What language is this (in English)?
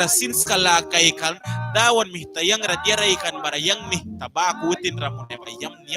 Mískito